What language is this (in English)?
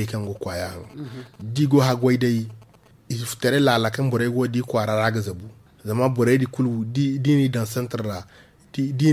Zarma